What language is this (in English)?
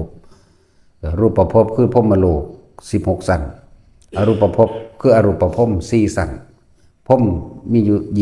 Lao